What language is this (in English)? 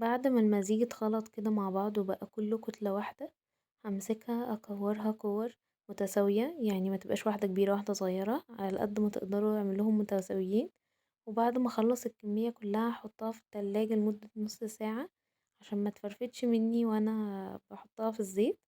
Egyptian Arabic